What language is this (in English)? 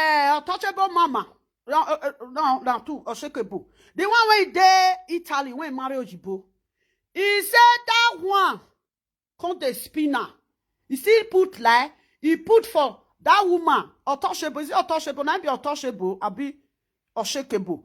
Nigerian Pidgin